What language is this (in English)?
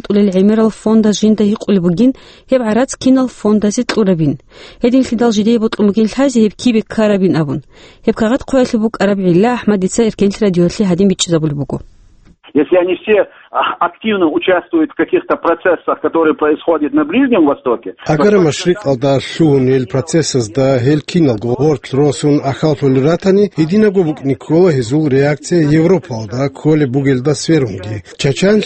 Avaric